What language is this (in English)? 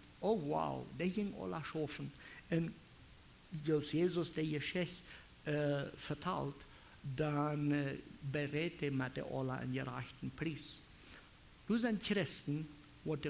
Plautdietsch